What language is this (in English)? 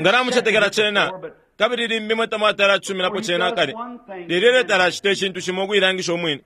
Bemba